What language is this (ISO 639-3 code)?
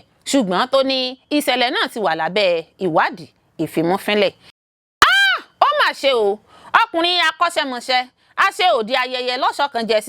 yor